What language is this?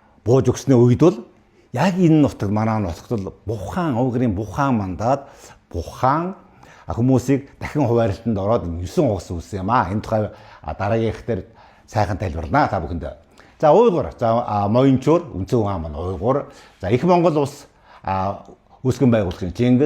Mongolian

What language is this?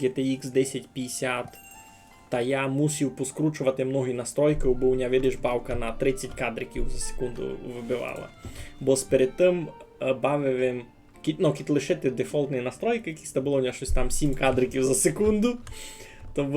Rusyn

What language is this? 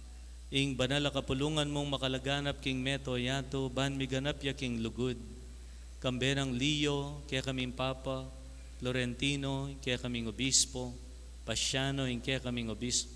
Pampanga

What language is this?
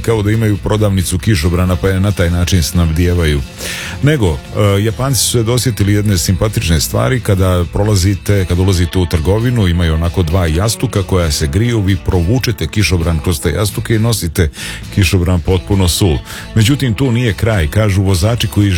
Serbian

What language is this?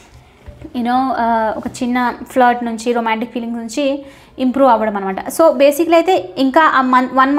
Telugu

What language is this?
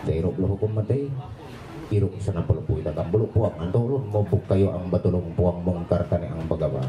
Ma'anyan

